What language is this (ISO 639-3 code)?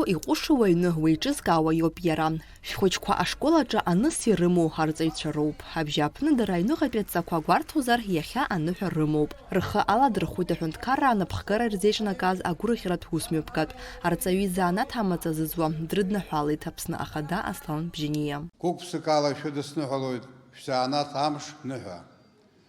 abk